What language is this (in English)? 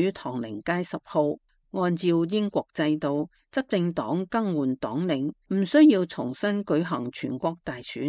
Cantonese